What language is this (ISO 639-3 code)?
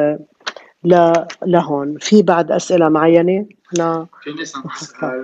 apc